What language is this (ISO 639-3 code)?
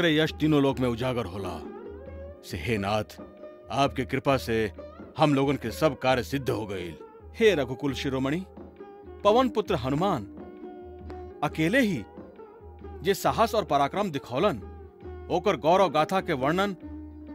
bho